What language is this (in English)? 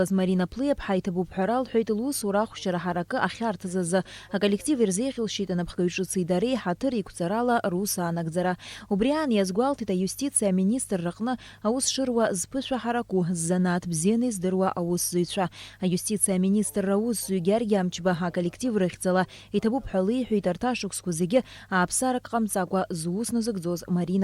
Abkhazian